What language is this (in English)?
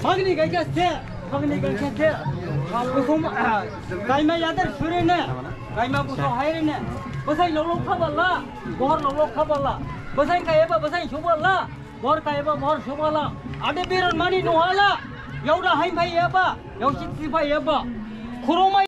Dimasa